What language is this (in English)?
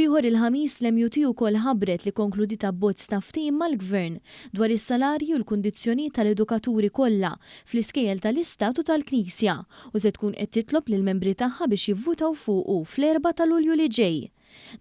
Maltese